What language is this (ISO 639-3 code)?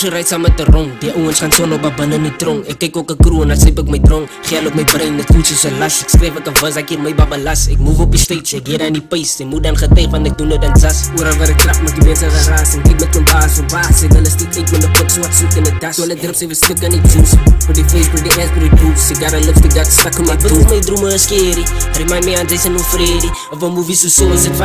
afr